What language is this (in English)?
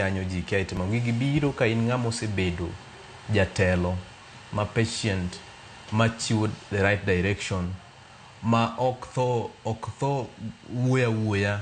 Luo (Kenya and Tanzania)